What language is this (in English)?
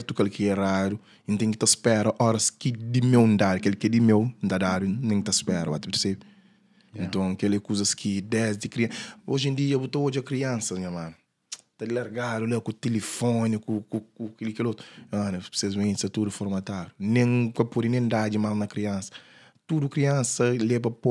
Kabuverdianu